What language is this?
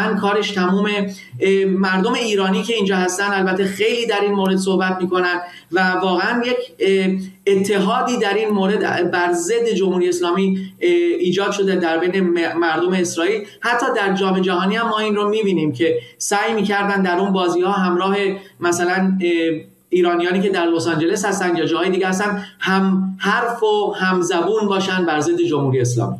Persian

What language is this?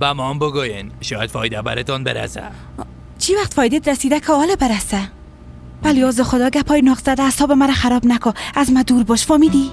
Persian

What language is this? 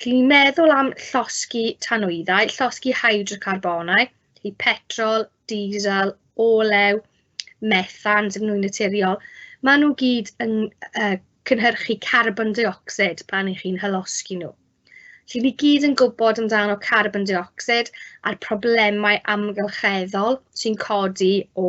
Welsh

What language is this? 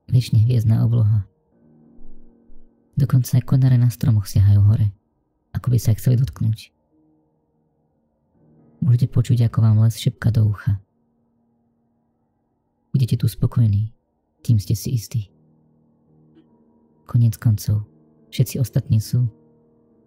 Slovak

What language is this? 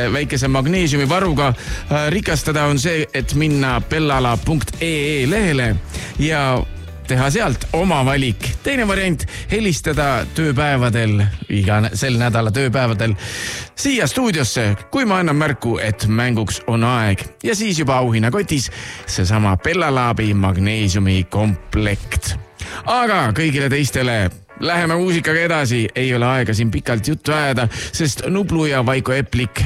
Estonian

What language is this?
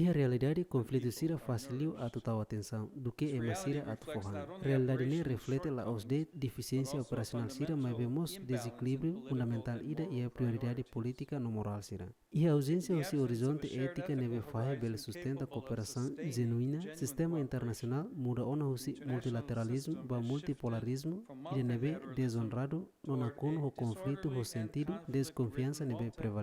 Tetum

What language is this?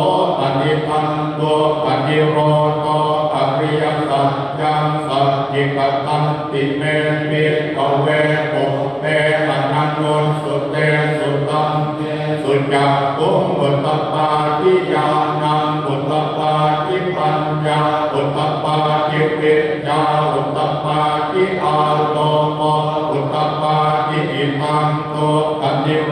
Pali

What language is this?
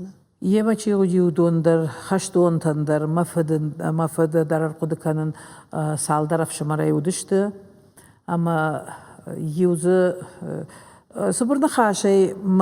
Ossetic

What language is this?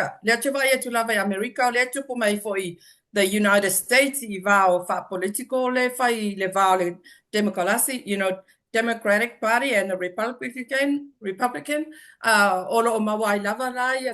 Samoan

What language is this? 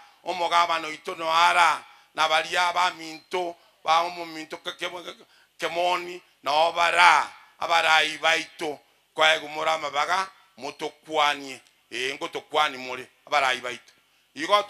Gusii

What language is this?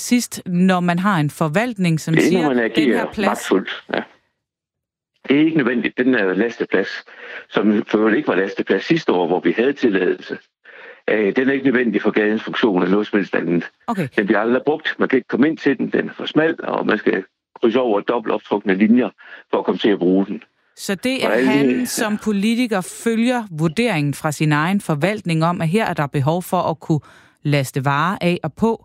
Danish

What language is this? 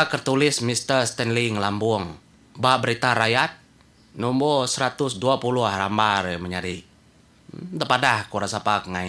Iban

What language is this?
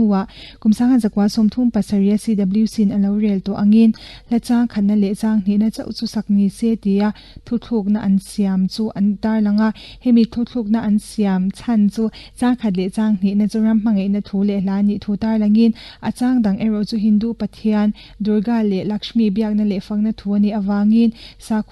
Mizo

